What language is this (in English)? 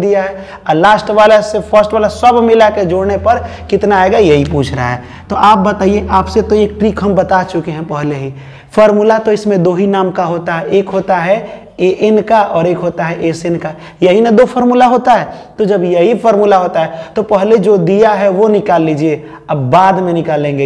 Hindi